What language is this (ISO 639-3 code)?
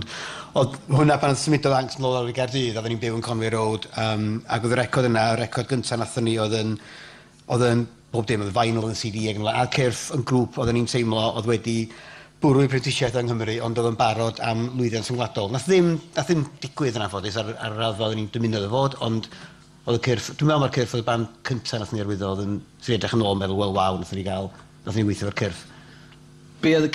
cym